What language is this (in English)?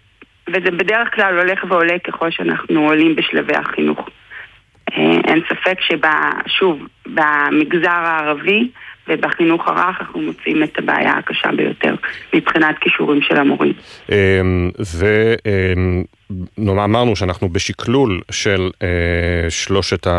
Hebrew